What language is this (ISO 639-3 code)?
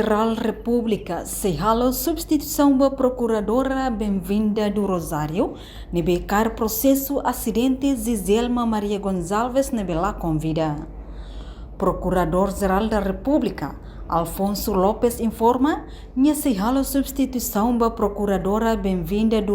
tet